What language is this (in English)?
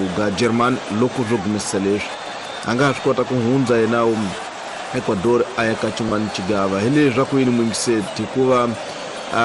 Tsonga